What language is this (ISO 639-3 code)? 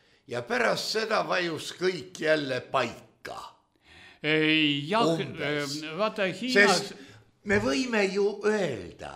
est